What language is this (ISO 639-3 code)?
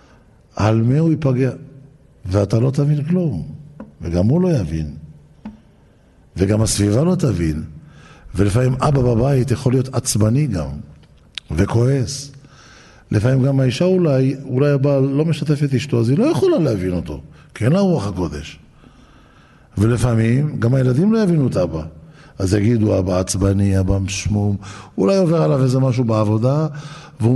heb